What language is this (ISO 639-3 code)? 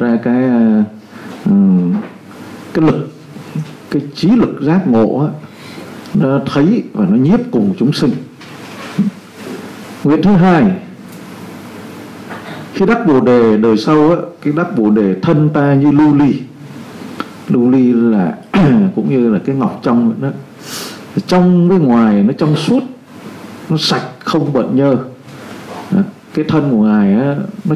vie